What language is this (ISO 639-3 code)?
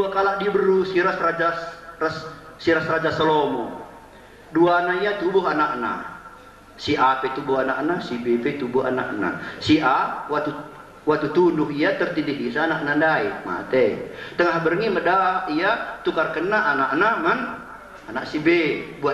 btx